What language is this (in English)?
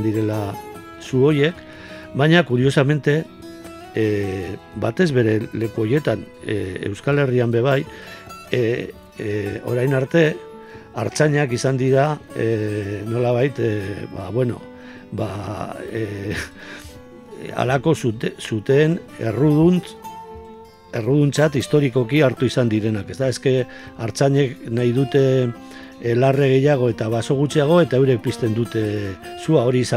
Basque